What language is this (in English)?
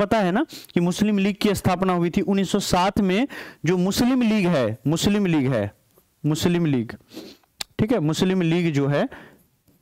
Hindi